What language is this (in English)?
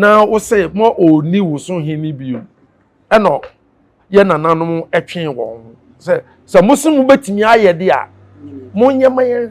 Akan